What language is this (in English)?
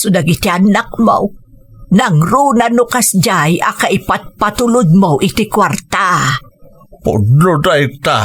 Iloko